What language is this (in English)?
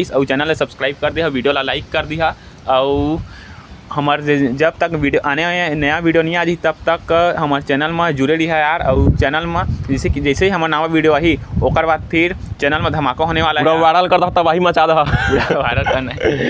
Chhattisgarhi